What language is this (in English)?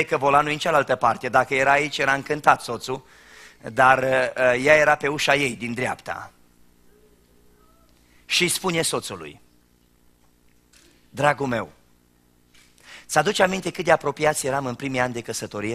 Romanian